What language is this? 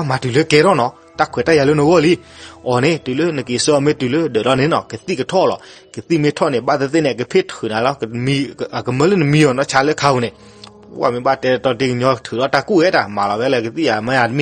S'gaw Karen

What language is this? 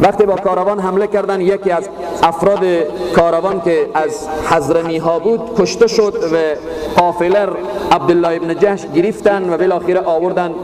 Persian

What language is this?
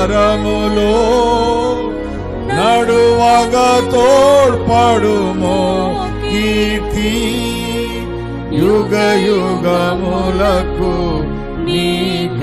Telugu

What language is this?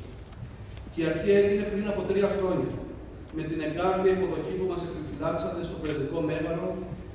Greek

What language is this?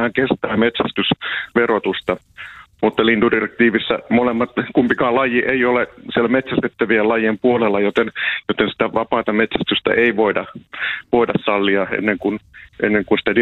Finnish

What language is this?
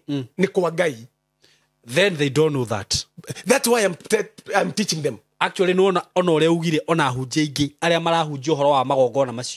Kikuyu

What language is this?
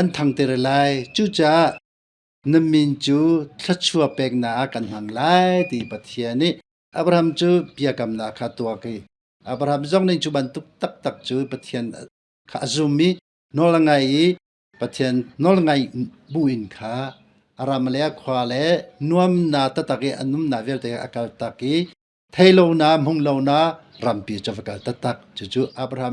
Hakha Chin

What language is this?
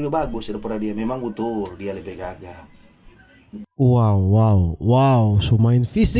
Manado Malay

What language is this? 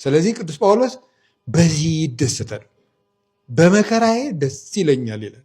Amharic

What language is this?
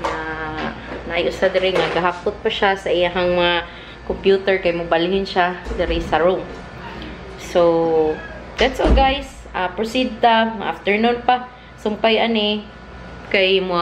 Cebuano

